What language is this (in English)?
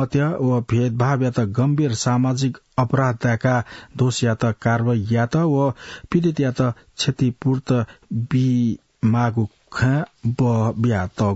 Newari